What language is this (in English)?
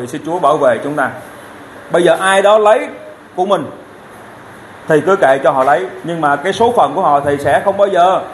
Vietnamese